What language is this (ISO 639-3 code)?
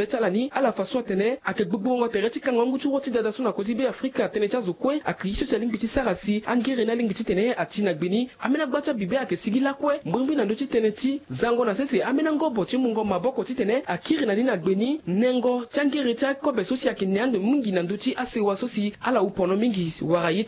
sag